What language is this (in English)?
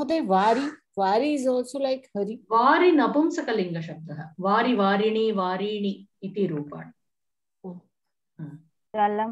Sanskrit